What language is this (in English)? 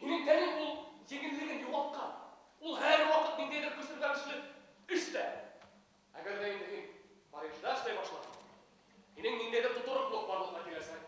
Bashkir